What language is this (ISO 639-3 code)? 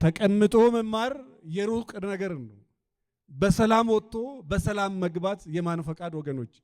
amh